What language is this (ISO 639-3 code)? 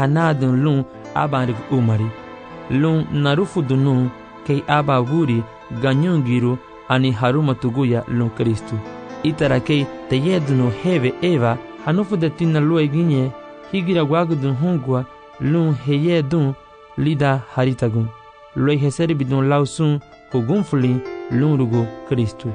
cab